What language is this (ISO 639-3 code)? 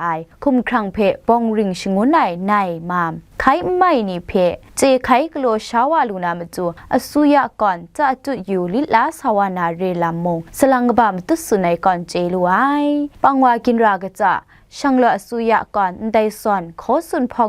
kac